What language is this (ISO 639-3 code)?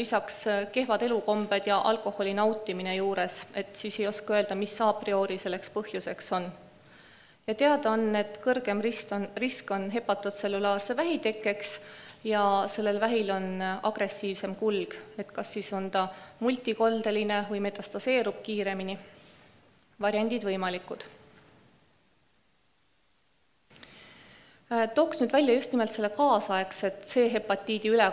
est